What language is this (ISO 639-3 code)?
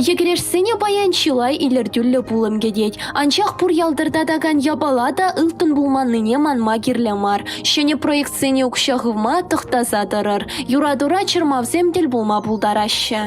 chv